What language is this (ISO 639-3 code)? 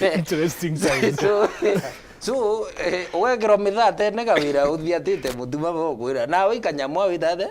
mer